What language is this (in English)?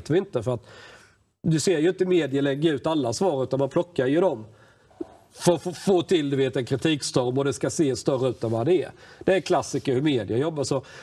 Swedish